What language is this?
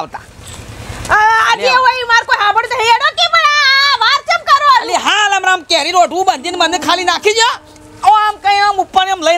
Gujarati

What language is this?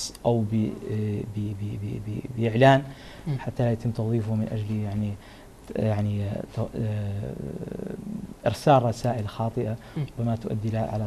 Arabic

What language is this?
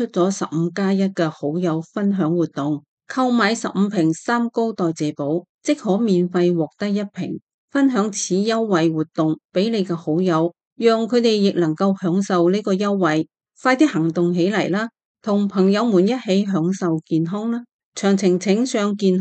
Cantonese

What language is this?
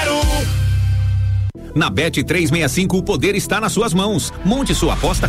Portuguese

